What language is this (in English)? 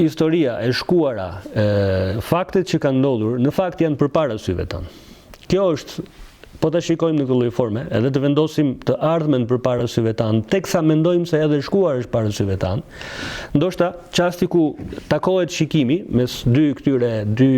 Albanian